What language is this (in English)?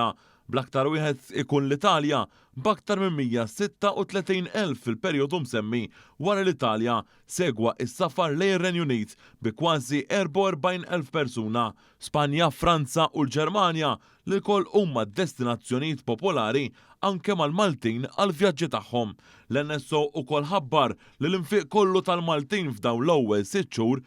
Maltese